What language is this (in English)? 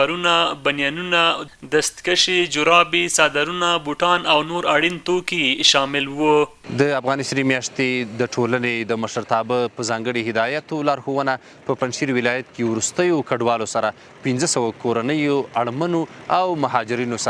Pashto